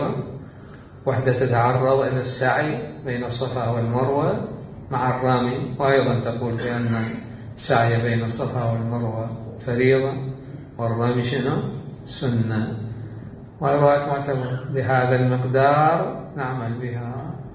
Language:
Mesopotamian Arabic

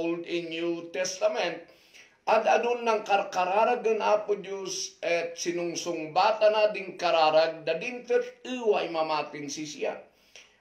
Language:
Kankanaey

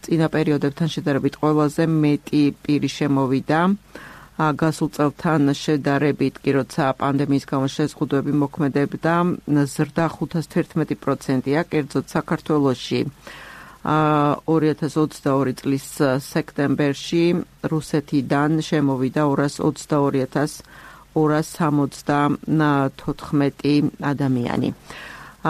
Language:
Georgian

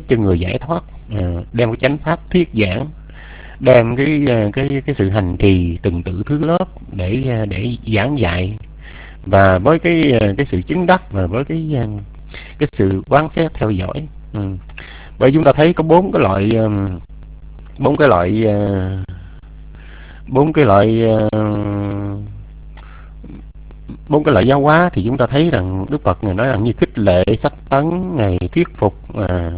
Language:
Vietnamese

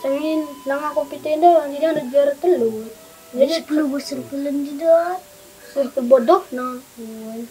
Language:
Batak Karo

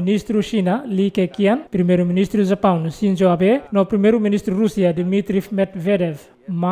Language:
Tetum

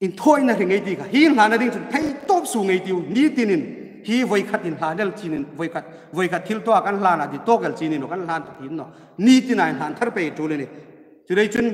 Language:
Hmar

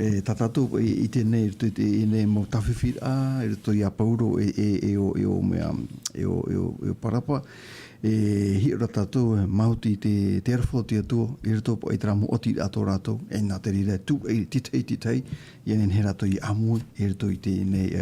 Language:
Tahitian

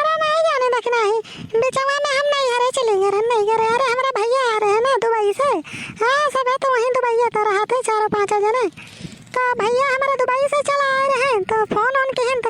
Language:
Awadhi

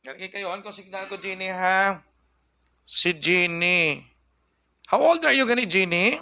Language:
Hiligaynon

